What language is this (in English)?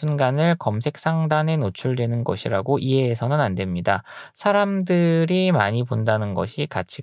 Korean